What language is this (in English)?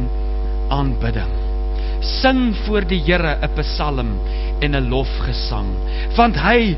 Afrikaans